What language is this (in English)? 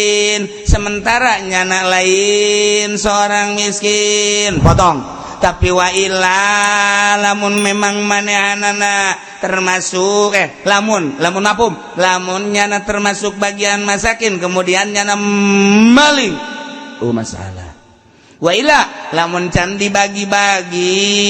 Sundanese